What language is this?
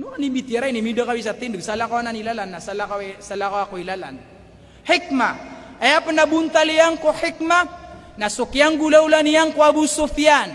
Maranao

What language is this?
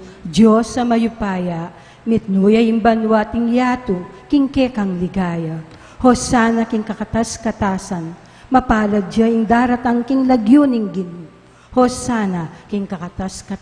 Pampanga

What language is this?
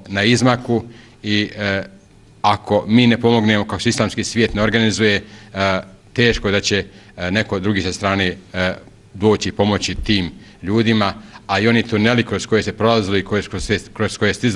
Bosnian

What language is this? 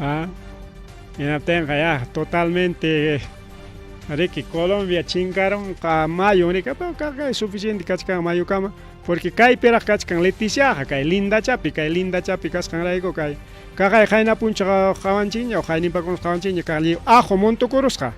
Ayacucho Quechua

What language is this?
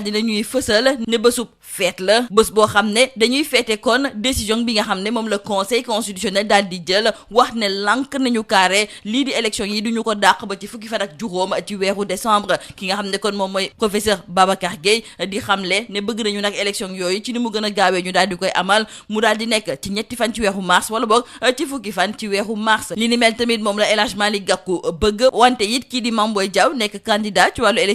Wolof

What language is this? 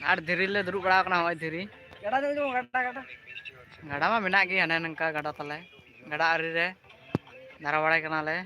Santali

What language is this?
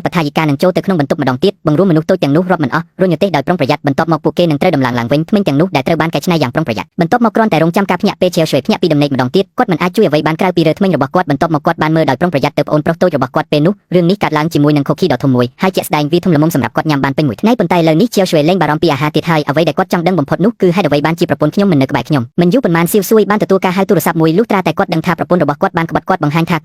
Khmer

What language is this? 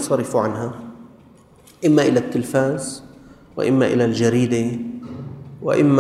Arabic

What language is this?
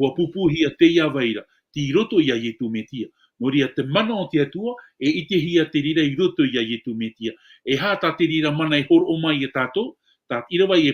Tahitian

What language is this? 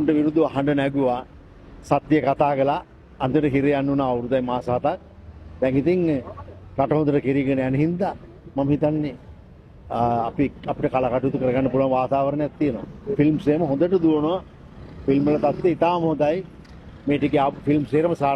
Sinhala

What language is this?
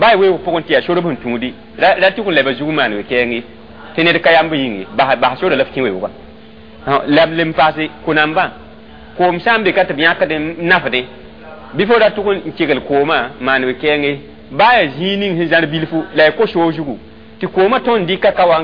Mossi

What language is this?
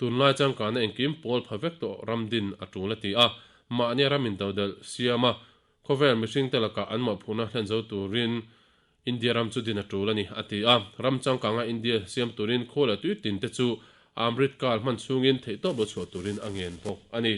Mizo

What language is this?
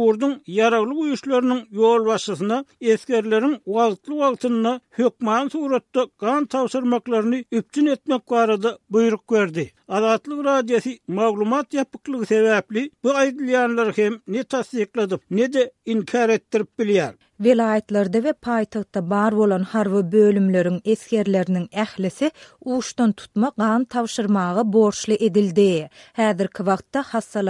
Turkmen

